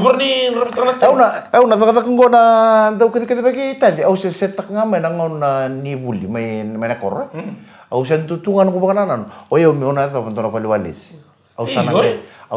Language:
Fijian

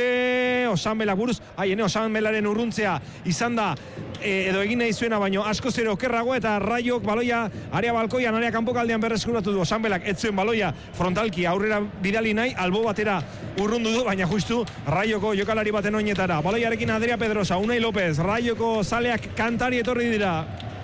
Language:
Basque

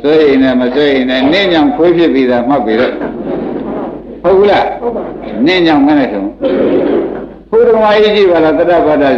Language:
Burmese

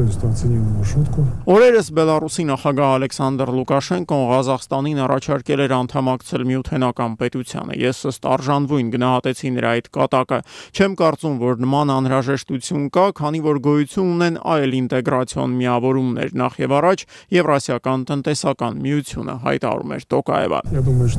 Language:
Armenian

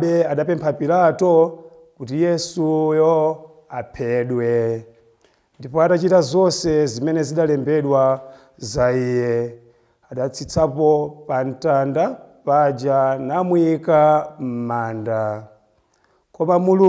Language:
Nyanja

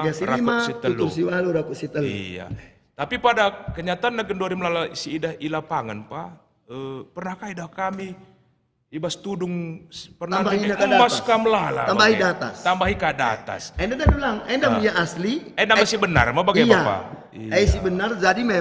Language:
Batak Karo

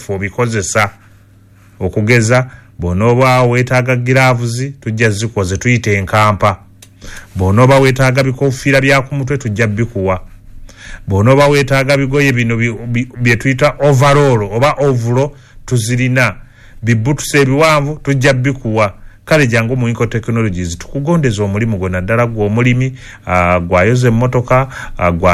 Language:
Ganda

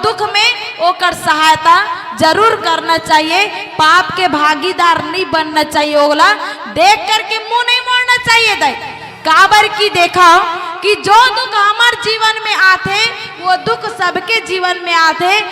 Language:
Chhattisgarhi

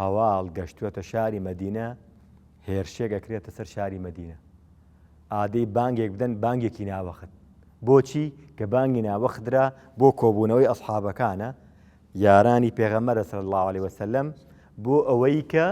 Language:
Central Kurdish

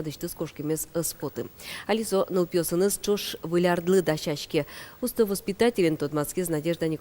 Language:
Udmurt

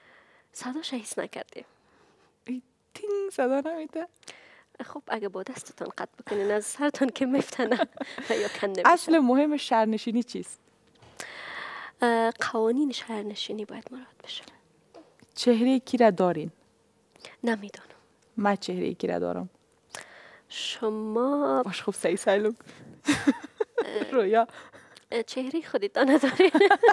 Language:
Persian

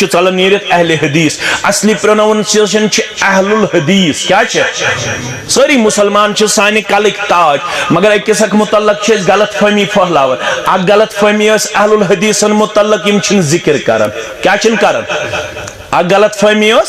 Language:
Kashmiri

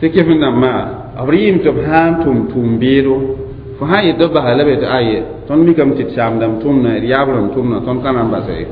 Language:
Mossi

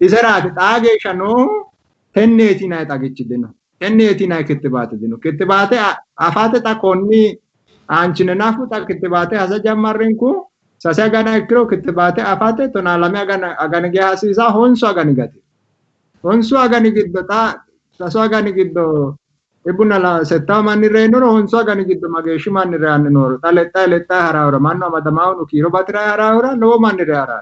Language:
Sidamo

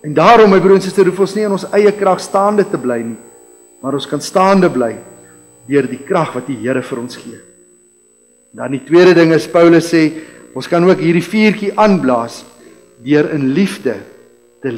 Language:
Afrikaans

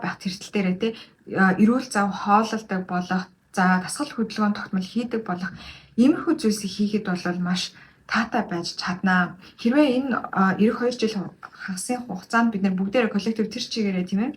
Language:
Mongolian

